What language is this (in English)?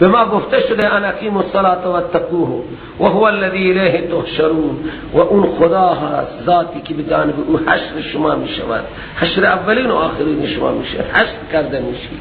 Persian